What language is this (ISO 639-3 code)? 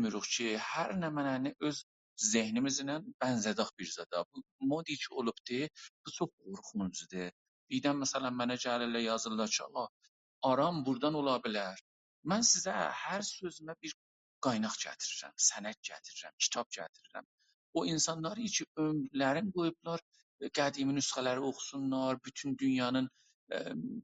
azb